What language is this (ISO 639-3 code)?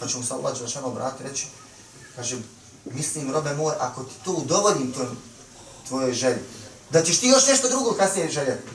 bos